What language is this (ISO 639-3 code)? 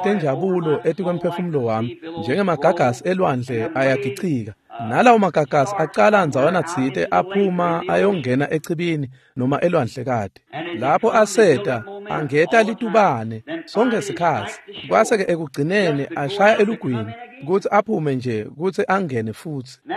ssw